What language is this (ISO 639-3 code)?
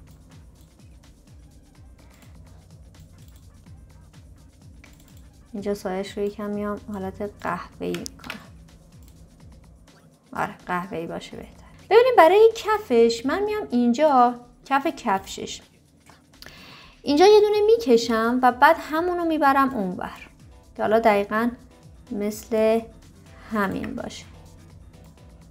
fas